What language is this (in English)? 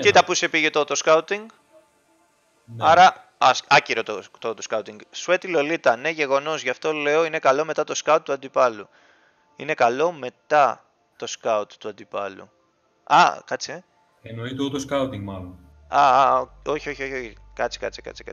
Greek